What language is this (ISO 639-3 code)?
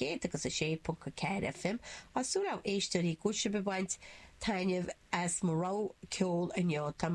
gle